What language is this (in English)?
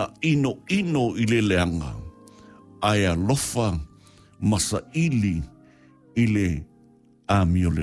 Samoan